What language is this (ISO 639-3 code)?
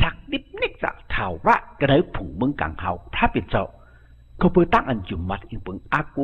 shn